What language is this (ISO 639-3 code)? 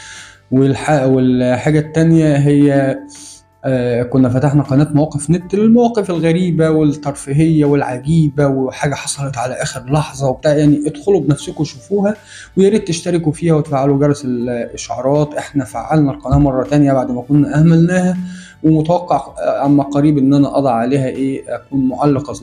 arz